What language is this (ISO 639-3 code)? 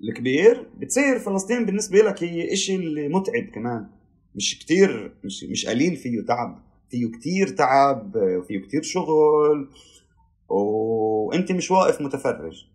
apc